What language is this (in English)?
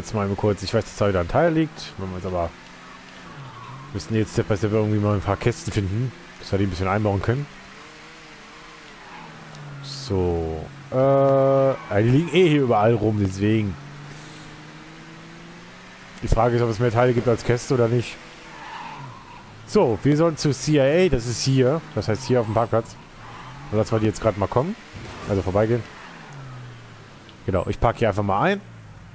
German